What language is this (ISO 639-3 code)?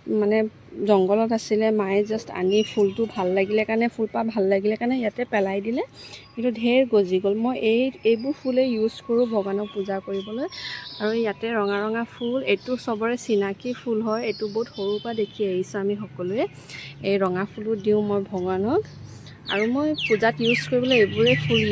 asm